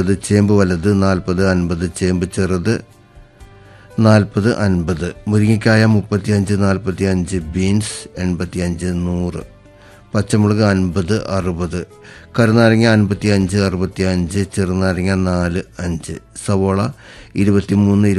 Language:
Malayalam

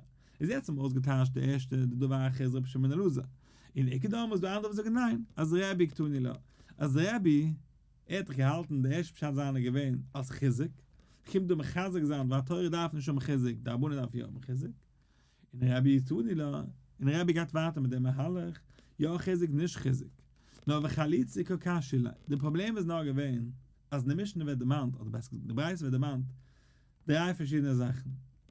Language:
Yiddish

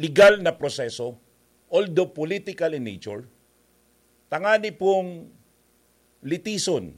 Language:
Bikol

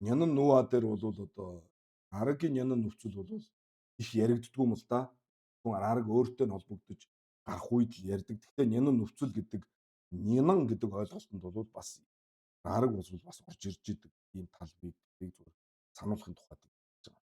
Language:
Mongolian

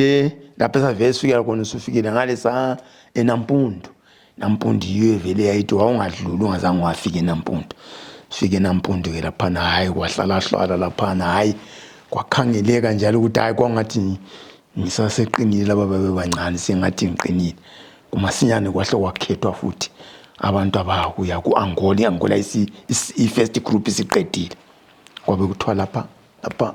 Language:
North Ndebele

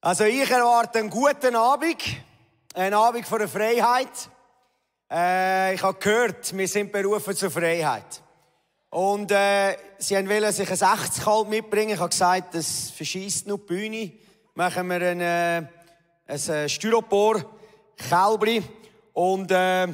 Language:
Swiss German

